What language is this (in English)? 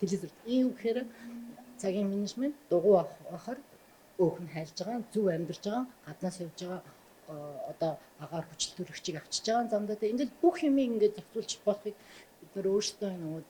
Mongolian